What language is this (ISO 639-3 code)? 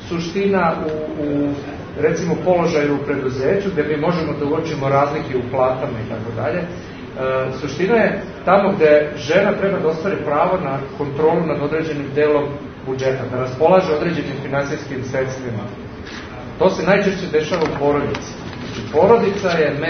srp